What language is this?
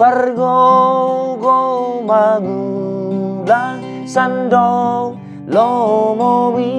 Batak Toba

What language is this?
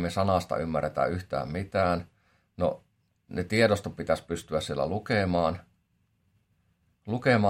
Finnish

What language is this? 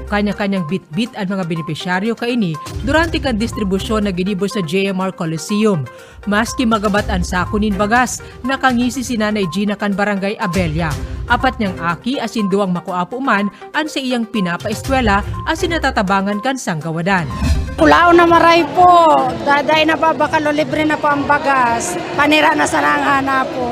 Bikol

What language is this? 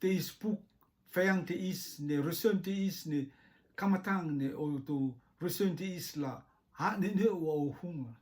Rotuman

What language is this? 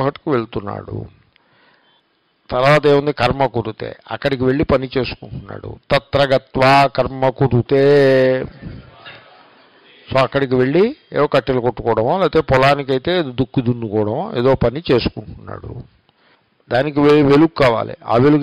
Telugu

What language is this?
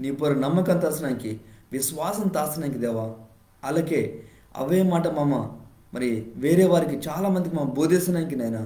Koya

